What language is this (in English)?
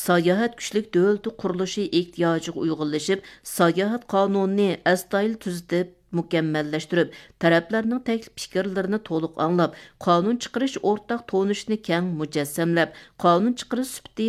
Uyghur